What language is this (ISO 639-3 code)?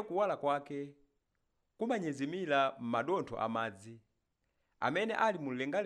nya